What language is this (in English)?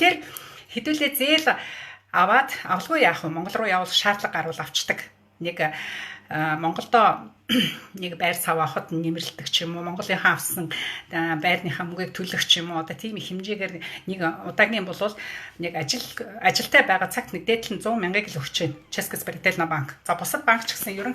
Mongolian